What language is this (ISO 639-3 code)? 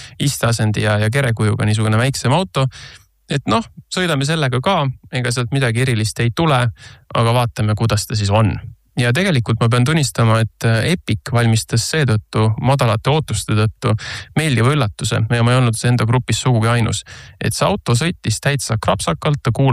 est